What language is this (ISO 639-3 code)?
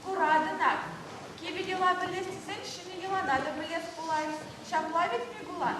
chv